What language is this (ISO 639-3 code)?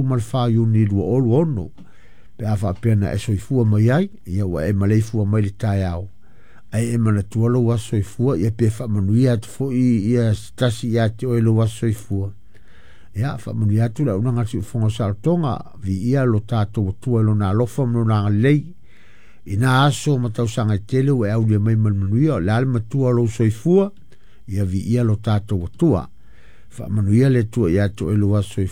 smo